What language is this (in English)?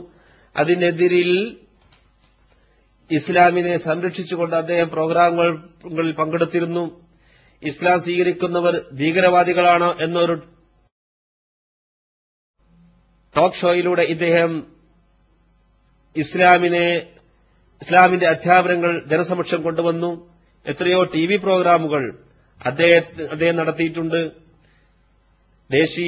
Malayalam